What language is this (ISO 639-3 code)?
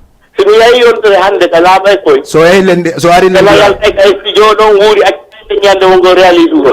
ful